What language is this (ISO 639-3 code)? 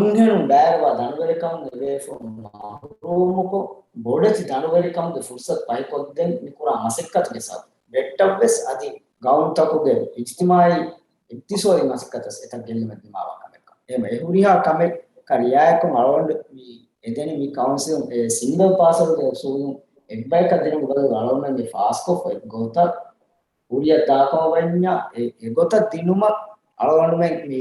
div